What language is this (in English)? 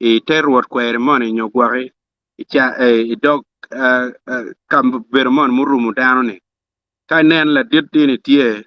Acoli